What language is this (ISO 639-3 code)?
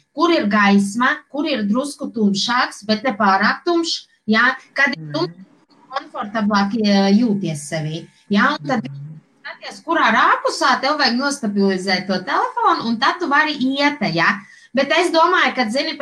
lav